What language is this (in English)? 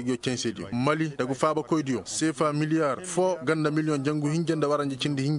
Koyraboro Senni